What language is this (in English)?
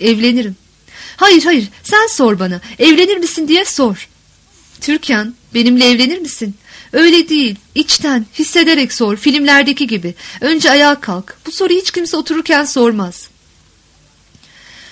Turkish